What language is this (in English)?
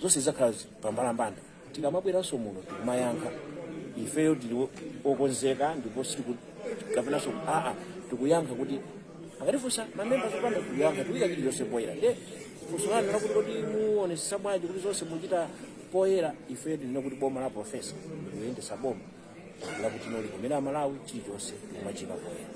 Nyanja